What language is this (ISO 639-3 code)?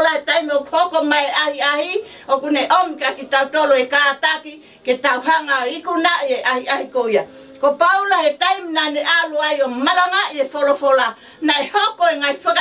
ton